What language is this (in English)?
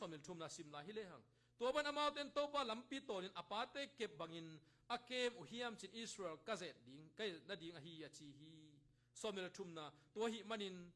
Tedim Chin